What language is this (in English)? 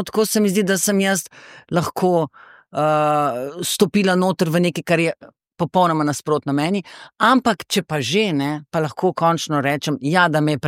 Slovenian